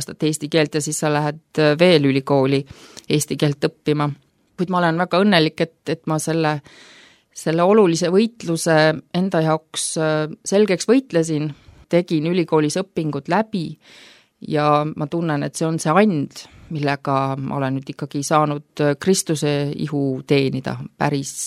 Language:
Estonian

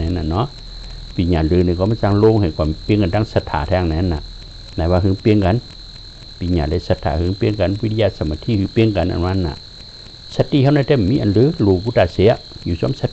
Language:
Shan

